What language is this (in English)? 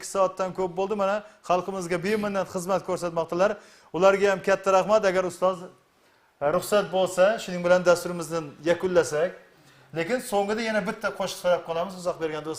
Kara-Kalpak